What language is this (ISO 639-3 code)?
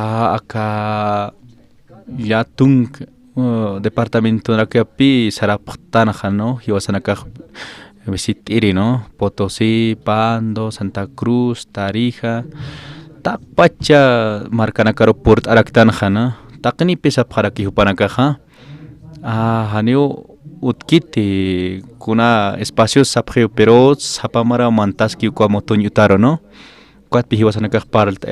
aym